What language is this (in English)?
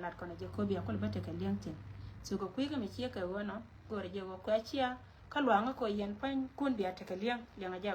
Nuer